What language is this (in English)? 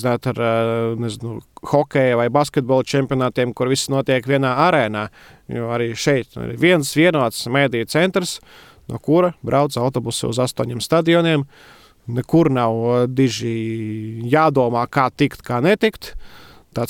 Latvian